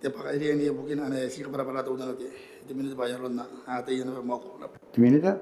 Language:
Gilbertese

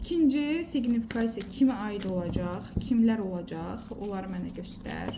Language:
Azerbaijani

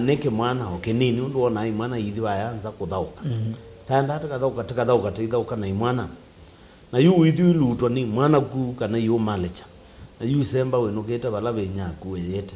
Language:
Kamba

